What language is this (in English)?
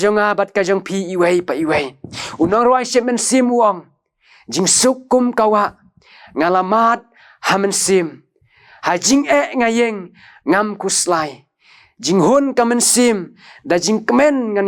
Khasi